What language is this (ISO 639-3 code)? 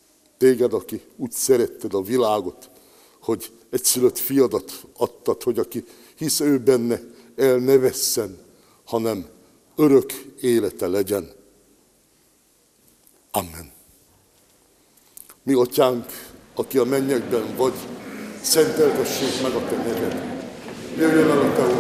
hun